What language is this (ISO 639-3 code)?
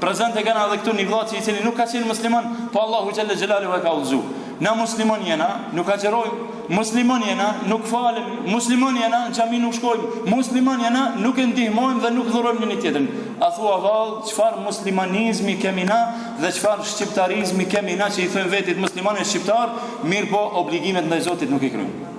sqi